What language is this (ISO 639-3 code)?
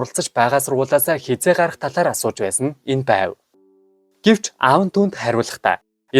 mon